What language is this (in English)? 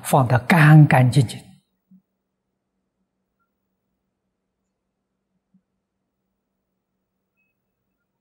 Chinese